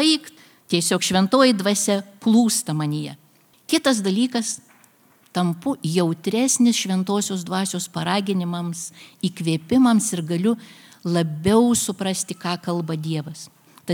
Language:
Lithuanian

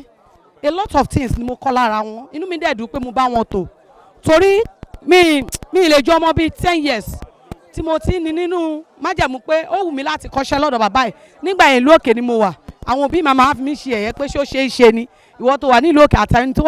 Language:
Yoruba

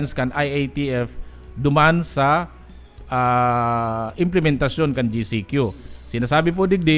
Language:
Bikol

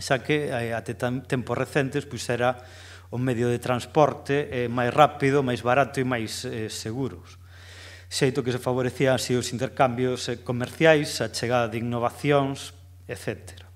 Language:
Galician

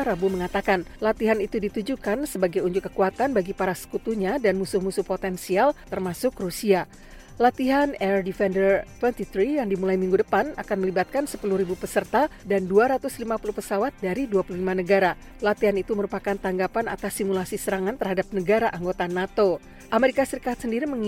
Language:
Indonesian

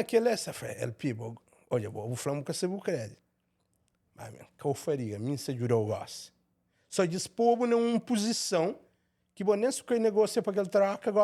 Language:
Kabuverdianu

